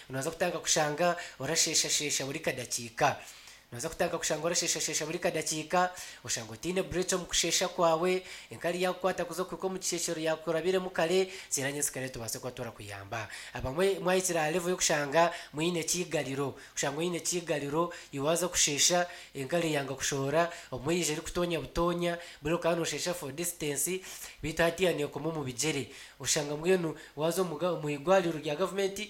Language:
Nyankole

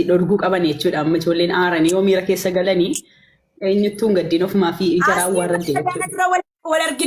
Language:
Oromo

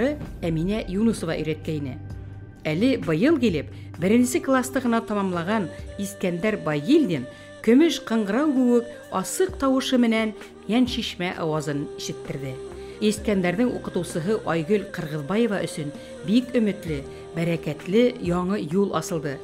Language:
Bashkir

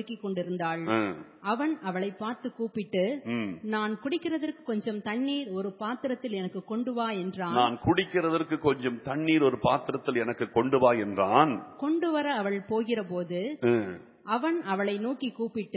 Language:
Tamil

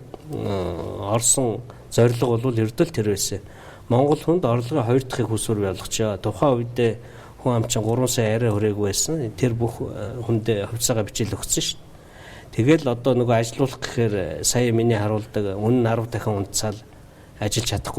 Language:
Mongolian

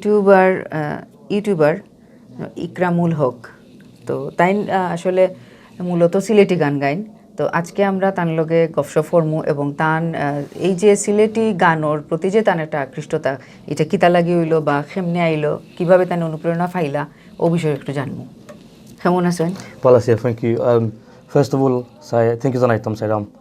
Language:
Sylheti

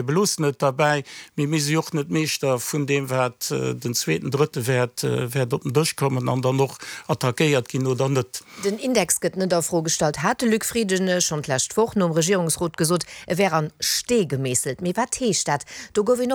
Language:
Luxembourgish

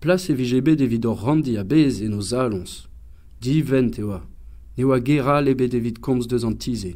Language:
Breton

